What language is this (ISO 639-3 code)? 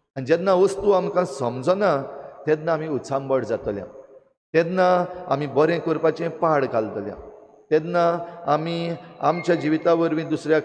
kok